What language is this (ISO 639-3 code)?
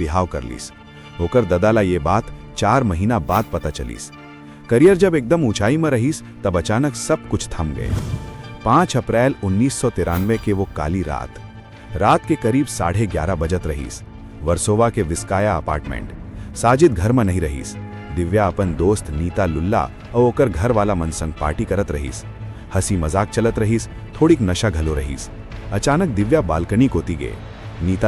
hne